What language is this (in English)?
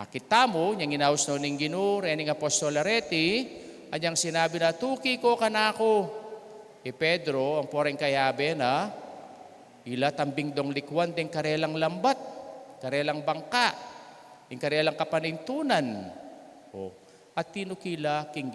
Pampanga